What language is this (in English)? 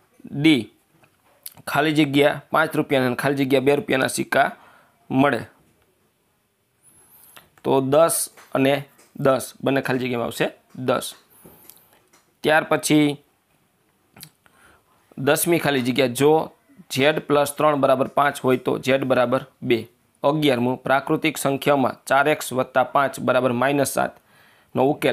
Gujarati